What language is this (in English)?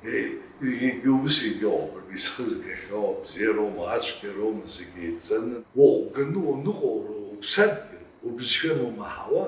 Abkhazian